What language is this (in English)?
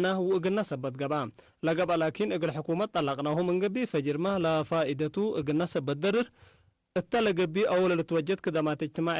Tigre